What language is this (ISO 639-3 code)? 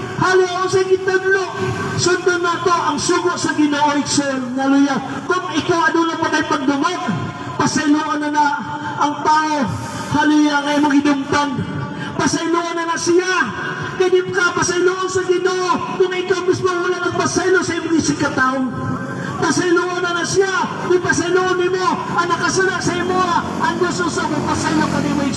ceb